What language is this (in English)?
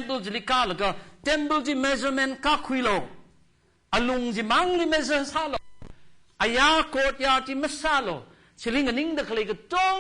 Tangkhul Naga (India)